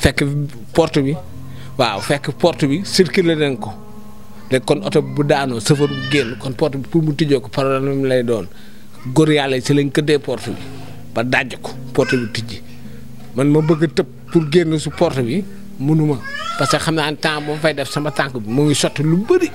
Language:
Wolof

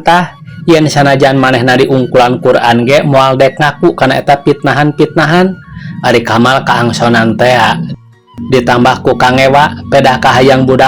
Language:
Sundanese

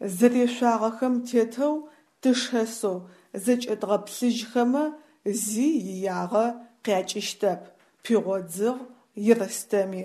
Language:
Adyghe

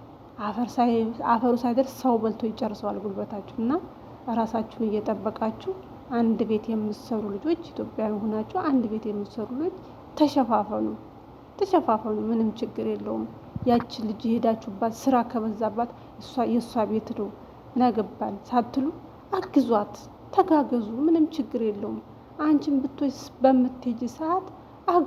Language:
Amharic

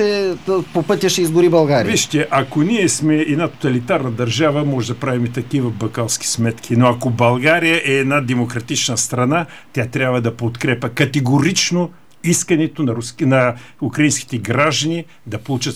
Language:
Bulgarian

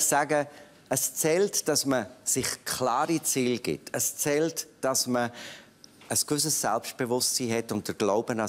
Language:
Swiss German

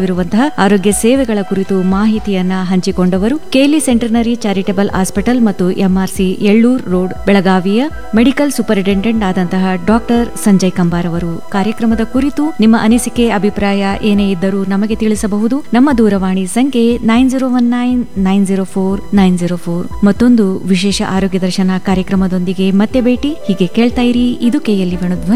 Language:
Kannada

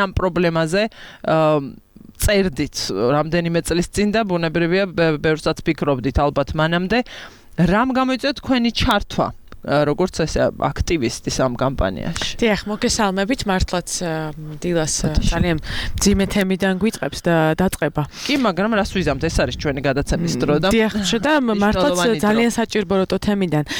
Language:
Georgian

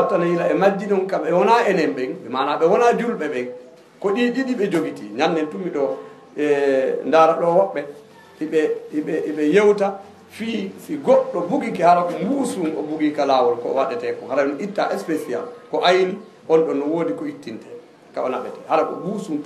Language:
Fula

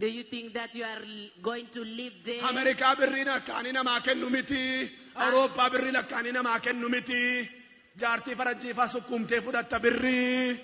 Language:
Oromo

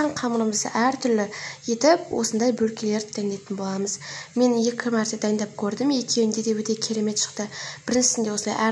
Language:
Kazakh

